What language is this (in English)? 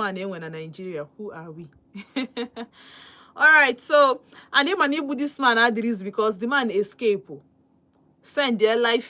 Igbo